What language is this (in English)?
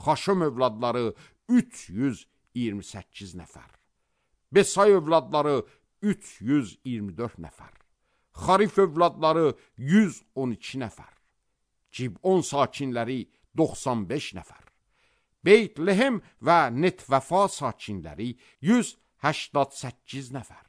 Azerbaijani